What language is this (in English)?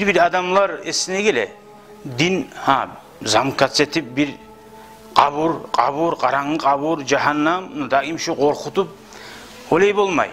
Kumyk